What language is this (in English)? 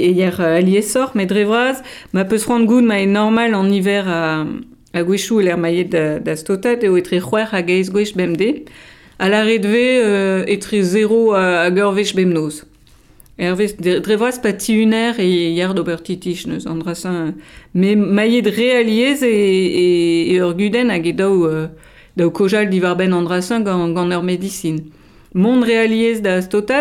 Breton